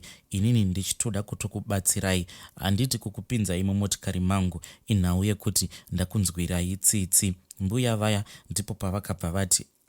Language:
Shona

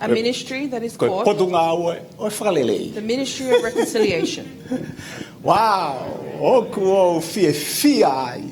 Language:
Tongan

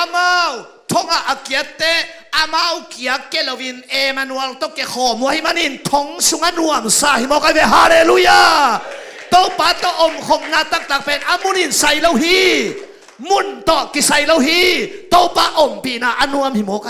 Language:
Tedim Chin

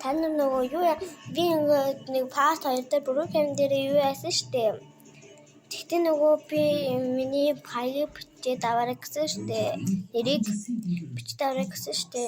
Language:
Mongolian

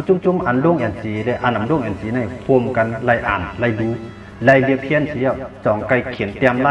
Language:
Shan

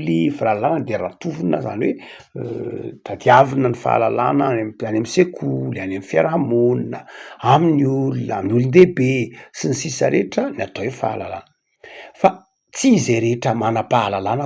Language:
Malagasy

